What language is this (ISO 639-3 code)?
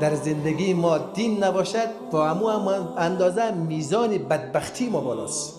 fas